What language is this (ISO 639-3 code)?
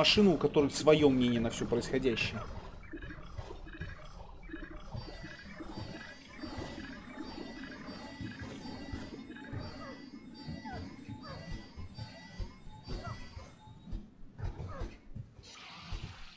rus